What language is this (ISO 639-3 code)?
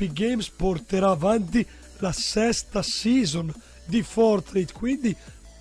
ita